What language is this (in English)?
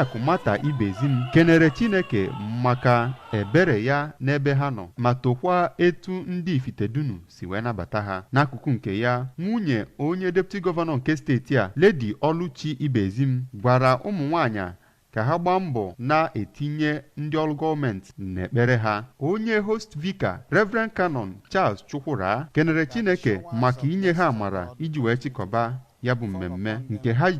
Igbo